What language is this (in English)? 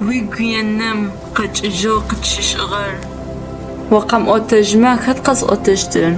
Adyghe